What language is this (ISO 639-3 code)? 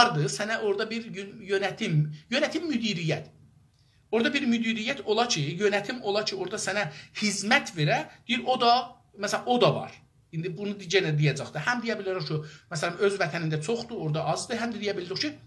azb